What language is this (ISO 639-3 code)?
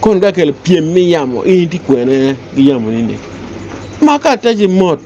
ach